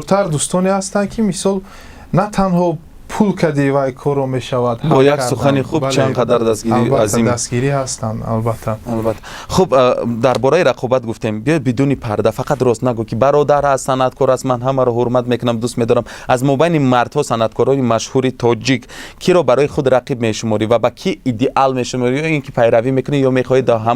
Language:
Tajik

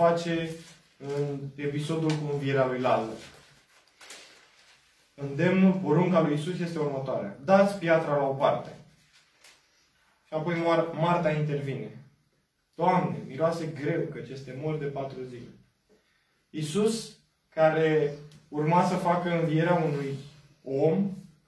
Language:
Romanian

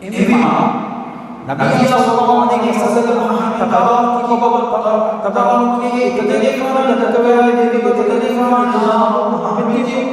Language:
Divehi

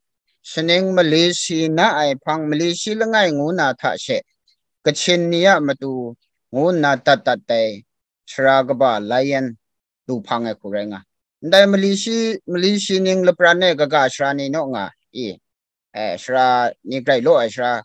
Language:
Kachin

